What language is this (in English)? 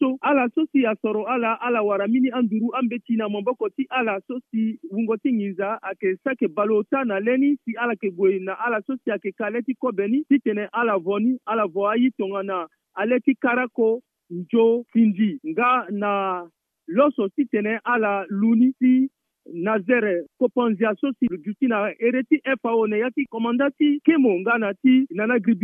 Sango